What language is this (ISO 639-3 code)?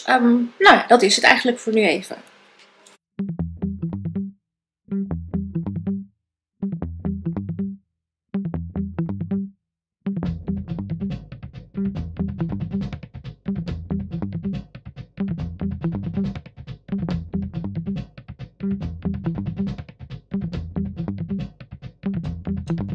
nld